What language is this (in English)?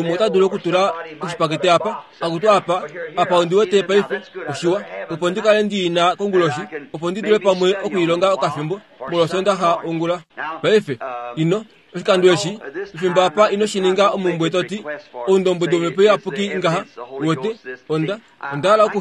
Kuanyama